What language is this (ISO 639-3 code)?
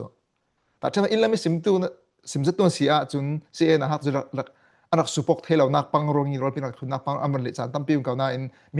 cfm